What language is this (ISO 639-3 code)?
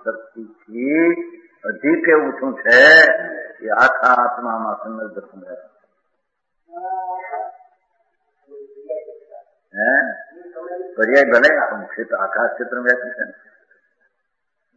guj